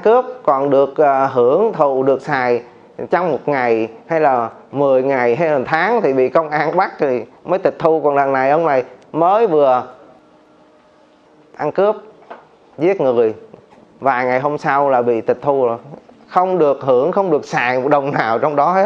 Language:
Vietnamese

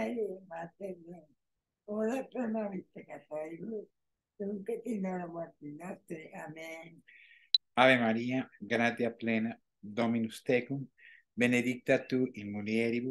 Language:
Latin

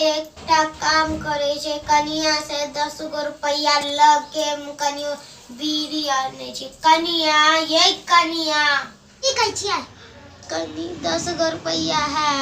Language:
Maithili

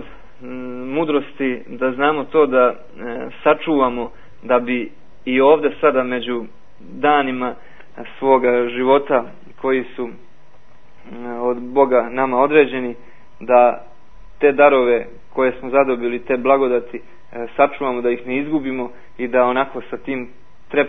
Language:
Serbian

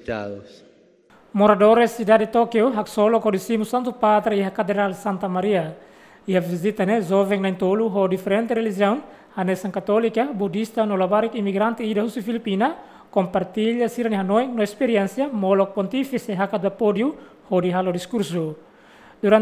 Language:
Tetum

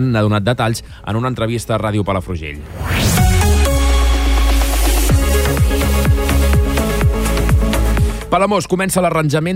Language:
Catalan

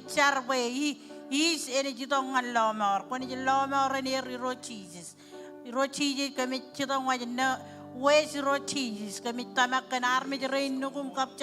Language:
Marshallese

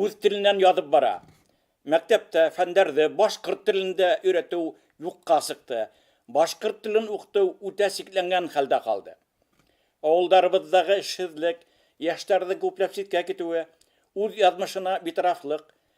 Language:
Bashkir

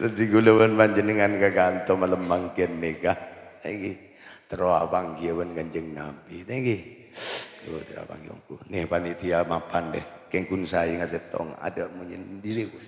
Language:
Madurese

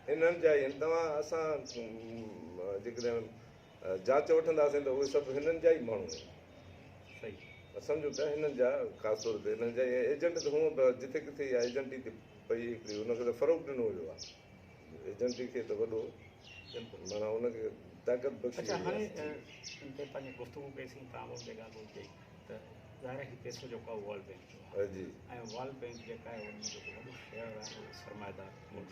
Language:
Sindhi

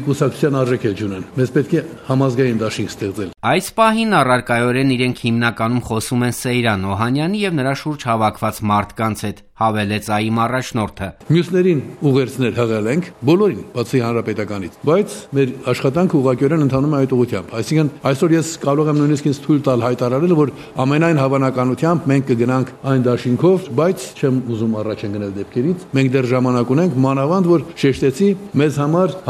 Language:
Armenian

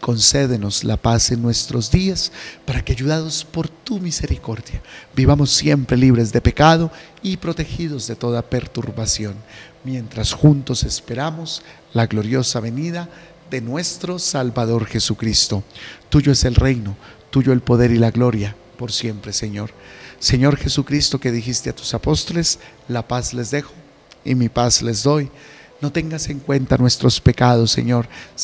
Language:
Spanish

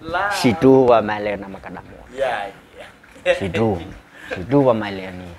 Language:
Nias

